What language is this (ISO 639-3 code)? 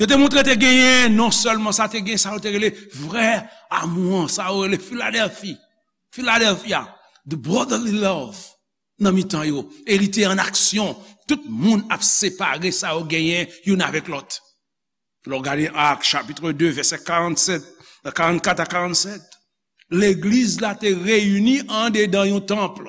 hat